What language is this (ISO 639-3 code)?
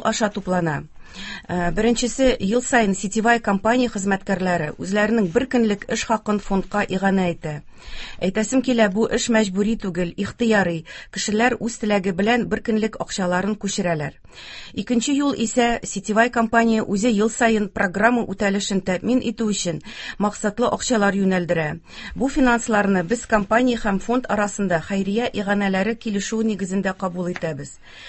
tat